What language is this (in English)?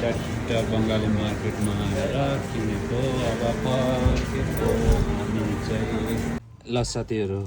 Nepali